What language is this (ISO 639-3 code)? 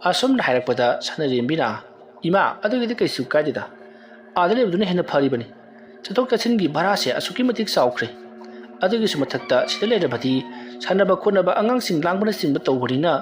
mni